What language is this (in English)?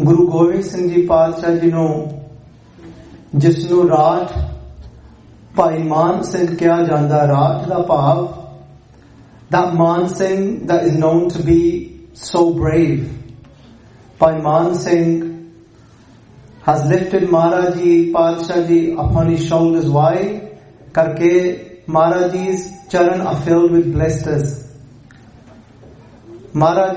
Punjabi